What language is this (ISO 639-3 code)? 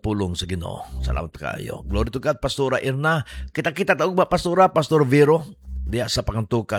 ceb